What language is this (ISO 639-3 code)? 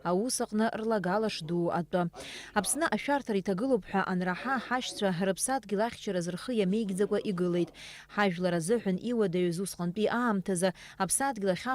abk